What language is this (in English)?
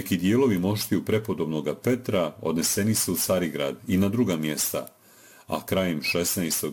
Serbian